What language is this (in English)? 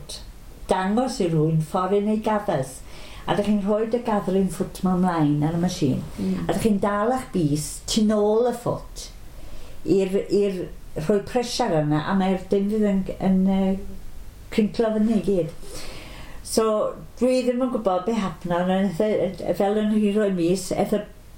Welsh